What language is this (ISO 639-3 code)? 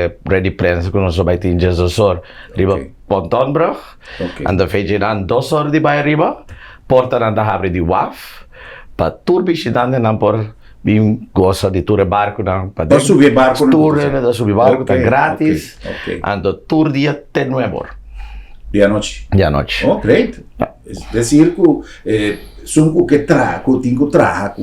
pap